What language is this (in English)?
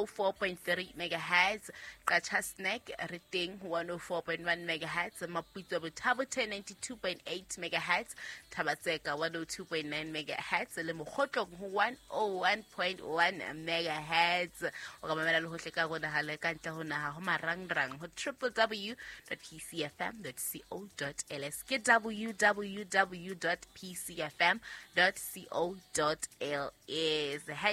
Southern Sotho